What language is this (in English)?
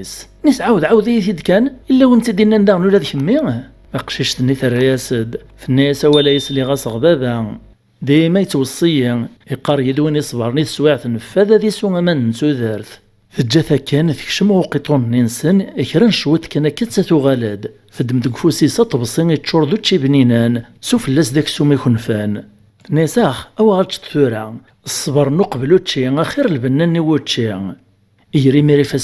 Kabyle